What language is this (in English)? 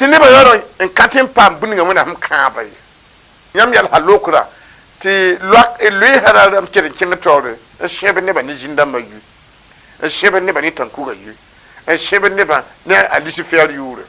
Mossi